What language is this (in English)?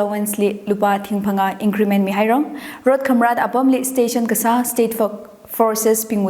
Tangkhul Naga (India)